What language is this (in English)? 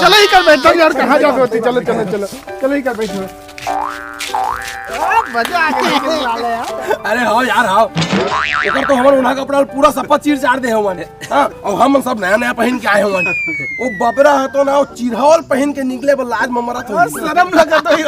Chhattisgarhi